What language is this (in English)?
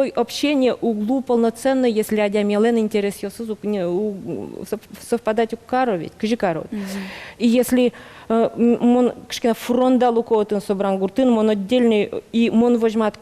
Udmurt